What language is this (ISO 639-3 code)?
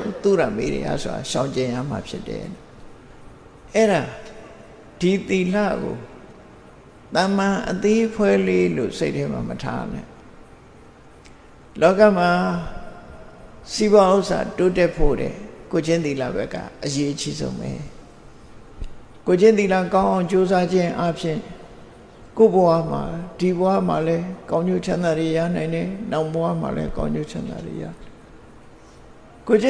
mya